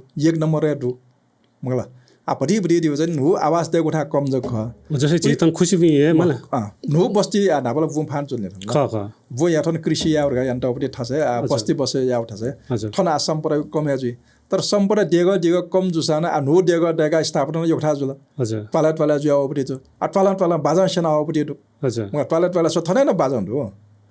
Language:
Newari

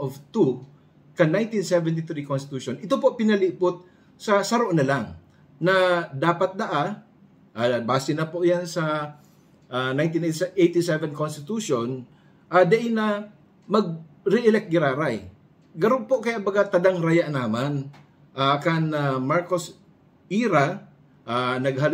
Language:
Bikol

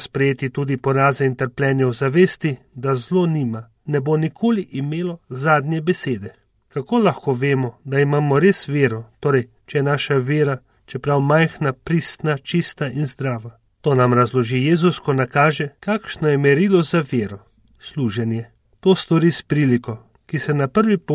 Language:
Slovenian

